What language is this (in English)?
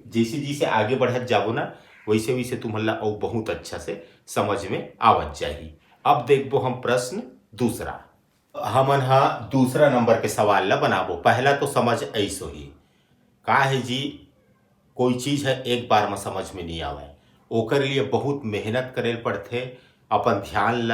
Chhattisgarhi